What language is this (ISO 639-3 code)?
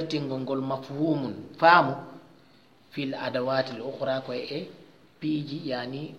ful